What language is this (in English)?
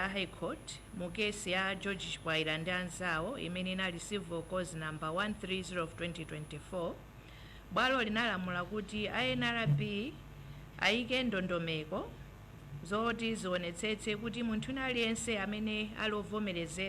Nyanja